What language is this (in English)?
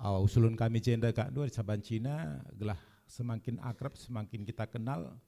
Batak Karo